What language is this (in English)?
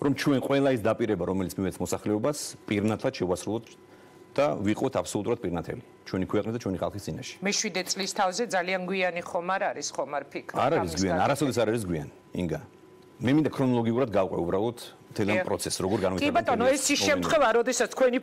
Georgian